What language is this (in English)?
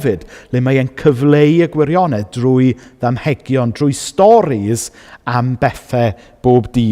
Welsh